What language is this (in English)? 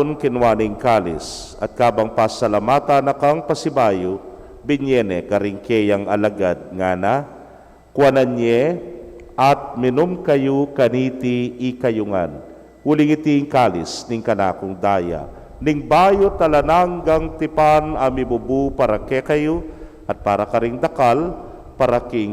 Pampanga